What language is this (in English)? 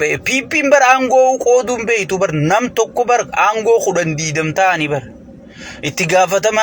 Oromo